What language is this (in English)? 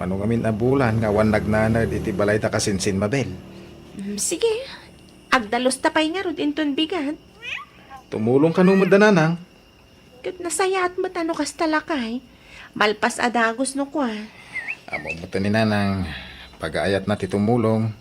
Iloko